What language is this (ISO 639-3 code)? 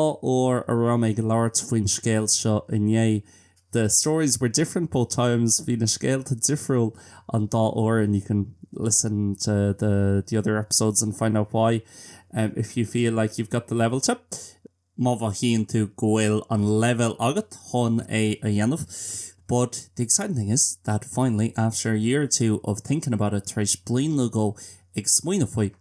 gle